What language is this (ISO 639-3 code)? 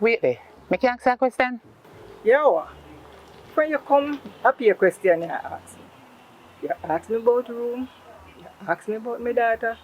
jam